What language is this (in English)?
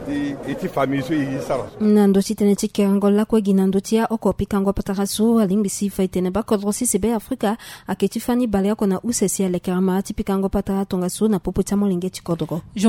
Sango